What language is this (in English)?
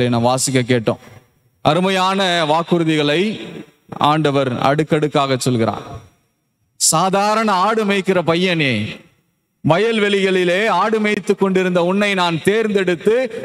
Tamil